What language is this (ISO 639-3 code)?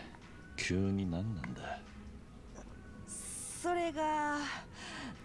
spa